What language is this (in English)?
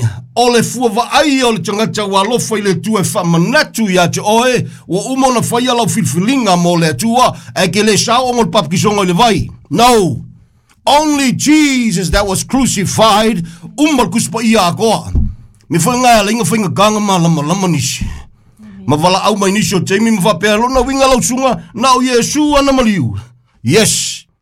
Samoan